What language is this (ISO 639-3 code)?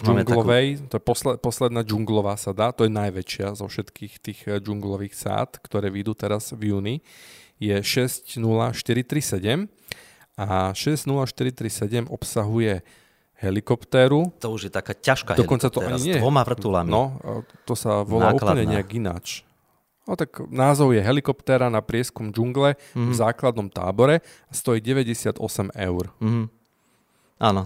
slk